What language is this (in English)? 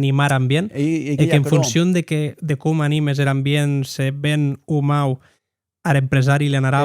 Occitan